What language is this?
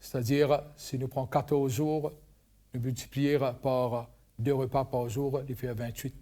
Morisyen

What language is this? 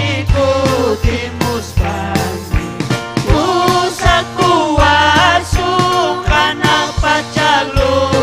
Ayacucho Quechua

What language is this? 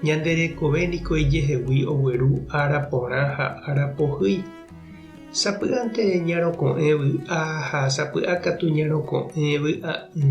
Guarani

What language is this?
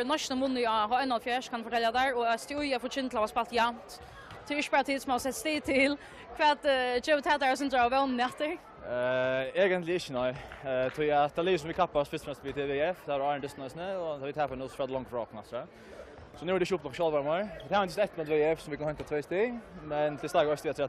Faroese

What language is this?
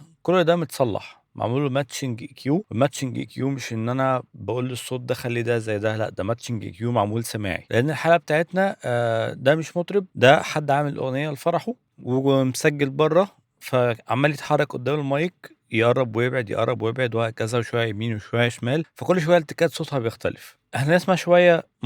Egyptian Arabic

